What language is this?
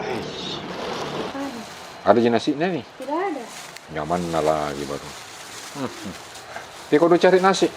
Makassar Malay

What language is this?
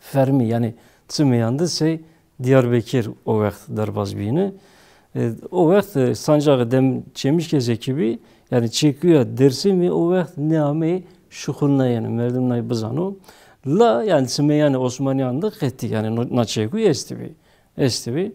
Zaza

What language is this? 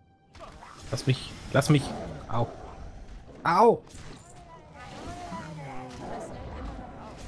German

